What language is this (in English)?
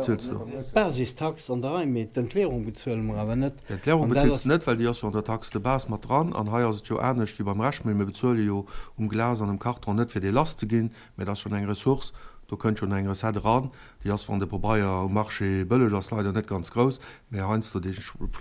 Luxembourgish